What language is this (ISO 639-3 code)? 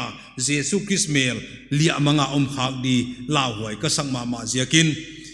pck